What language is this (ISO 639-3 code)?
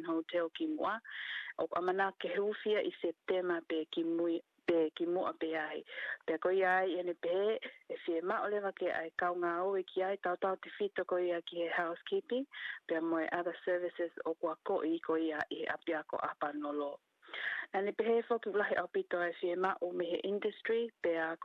ton